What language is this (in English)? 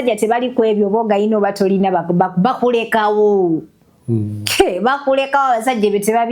Ganda